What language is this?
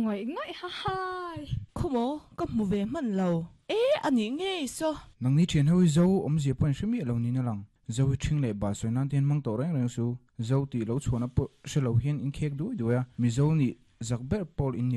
Mizo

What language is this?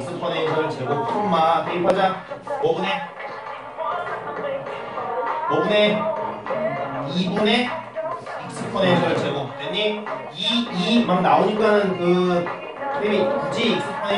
Korean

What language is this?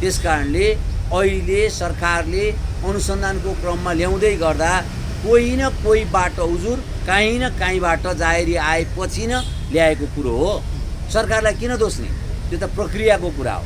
Nepali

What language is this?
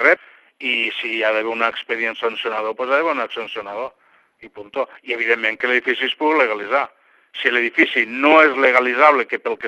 Catalan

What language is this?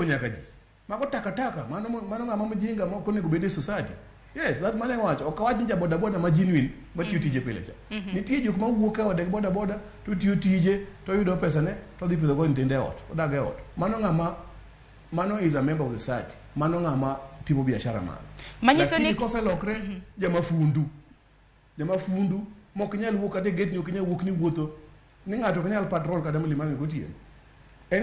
Luo (Kenya and Tanzania)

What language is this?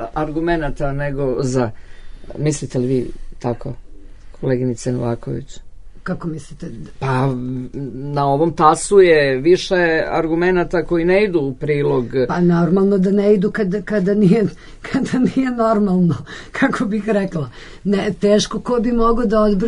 Serbian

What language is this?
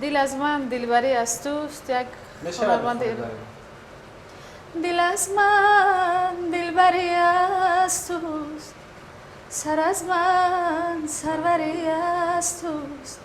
Tajik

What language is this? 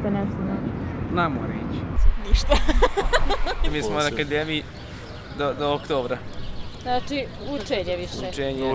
Bosnian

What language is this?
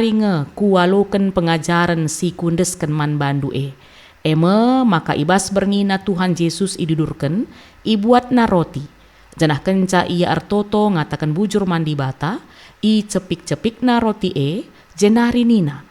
Batak Karo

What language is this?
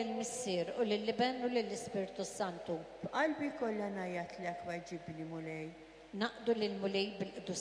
Maltese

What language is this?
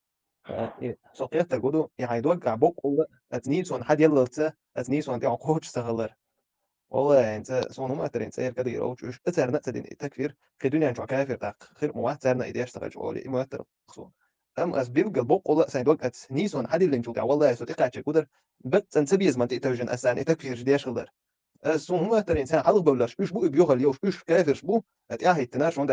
Chechen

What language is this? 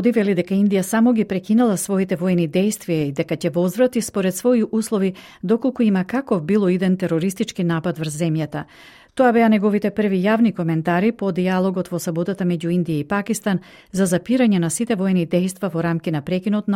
Macedonian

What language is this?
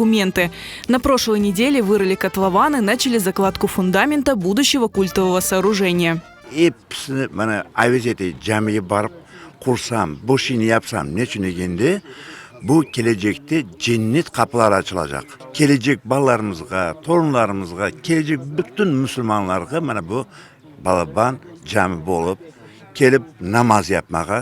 Crimean Tatar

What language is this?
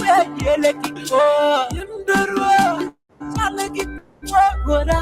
Acoli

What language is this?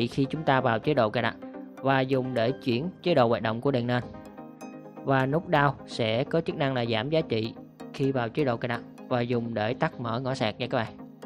Vietnamese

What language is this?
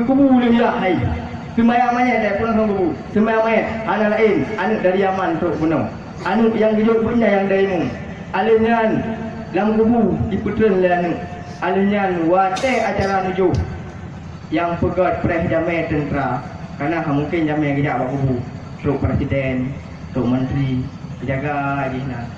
Achinese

